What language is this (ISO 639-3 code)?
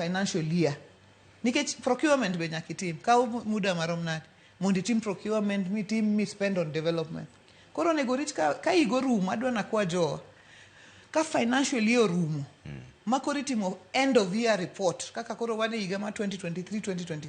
luo